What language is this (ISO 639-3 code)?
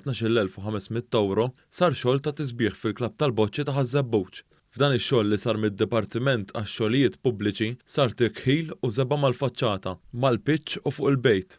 mlt